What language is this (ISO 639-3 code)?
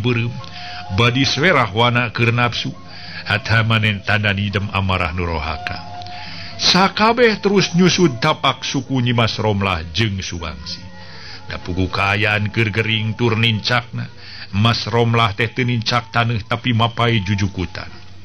sun